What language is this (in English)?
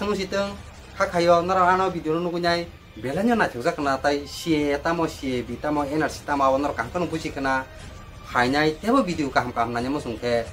Kok Borok